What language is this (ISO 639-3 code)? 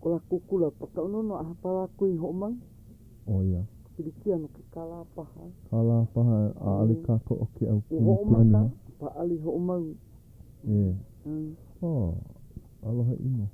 haw